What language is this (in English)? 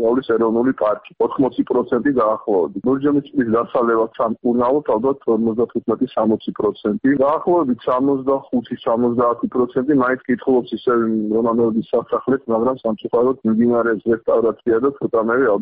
Georgian